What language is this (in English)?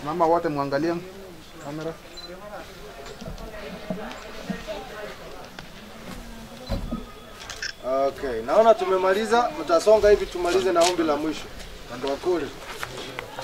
Swahili